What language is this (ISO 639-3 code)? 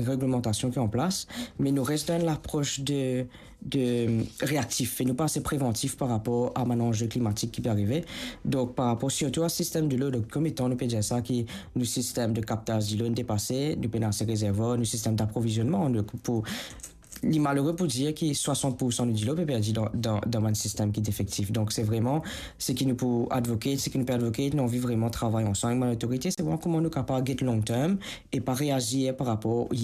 mfe